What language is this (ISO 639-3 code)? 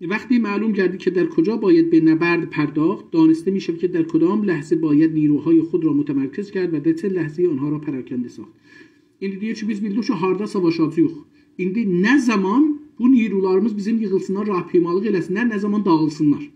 azb